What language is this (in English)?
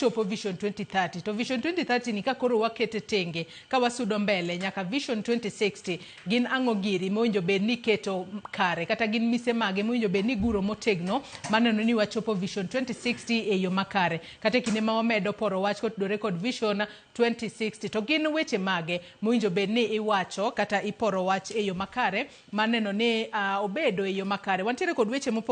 Luo (Kenya and Tanzania)